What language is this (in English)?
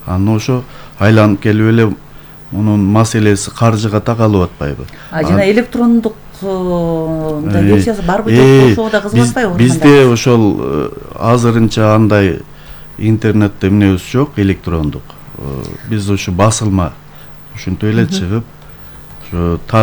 Kyrgyz